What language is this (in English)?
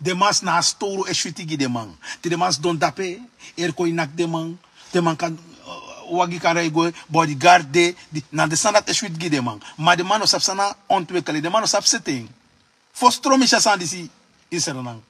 Sranan Tongo